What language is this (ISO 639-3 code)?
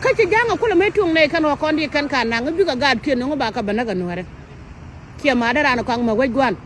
nus